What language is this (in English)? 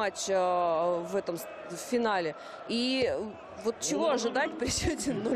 Russian